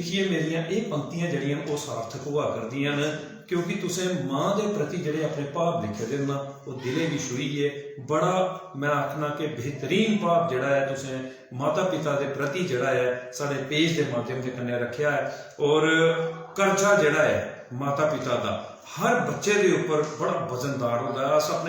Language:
Dogri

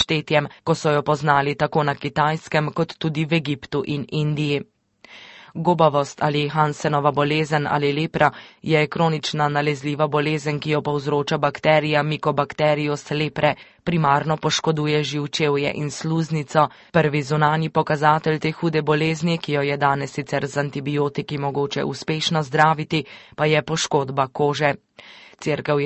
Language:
Slovenian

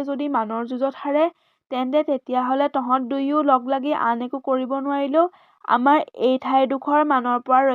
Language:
Assamese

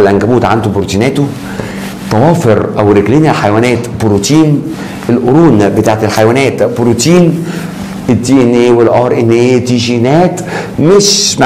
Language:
Egyptian Arabic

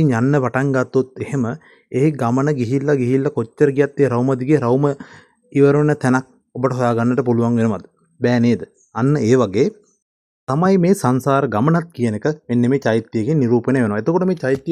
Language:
Sinhala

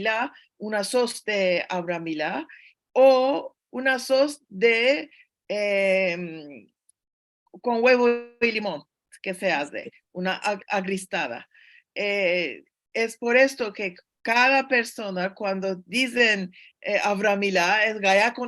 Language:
Ladino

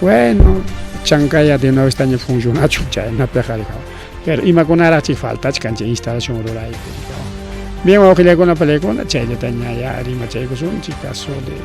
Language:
Ayacucho Quechua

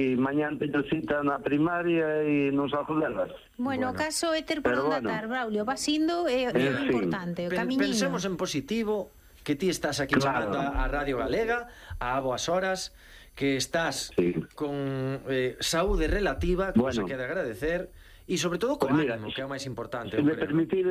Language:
Galician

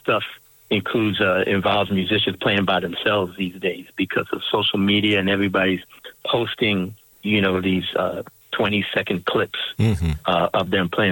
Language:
English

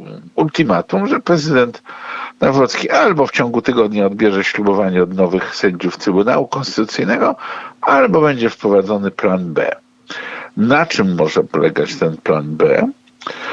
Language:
Polish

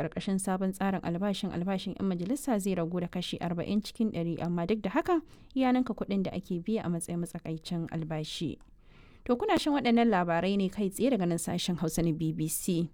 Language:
Hausa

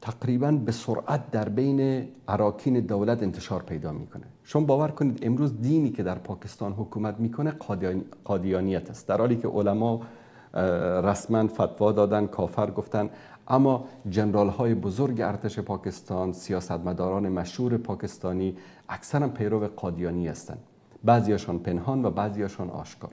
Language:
Persian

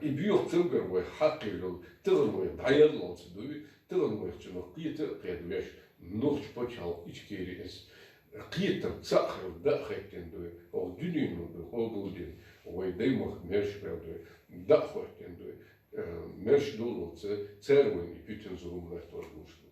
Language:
Chechen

